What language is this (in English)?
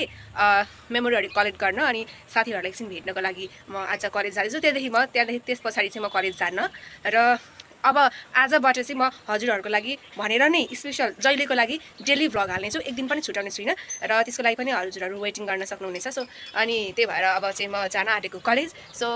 Nepali